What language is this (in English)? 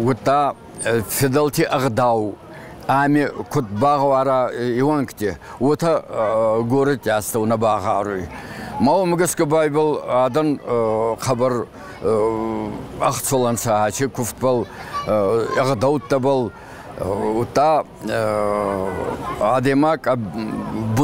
Ossetic